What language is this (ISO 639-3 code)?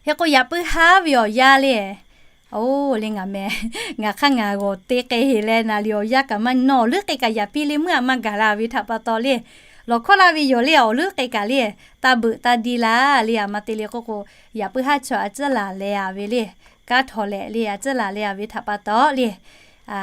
lhu